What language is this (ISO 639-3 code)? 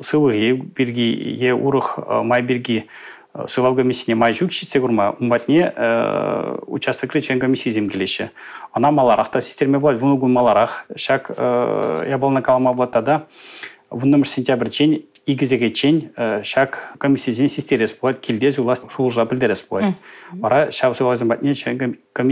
chv